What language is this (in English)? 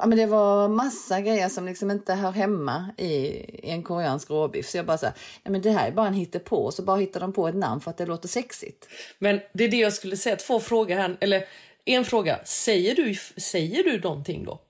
Swedish